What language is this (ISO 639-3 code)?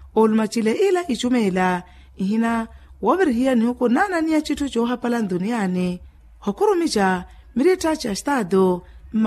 vmw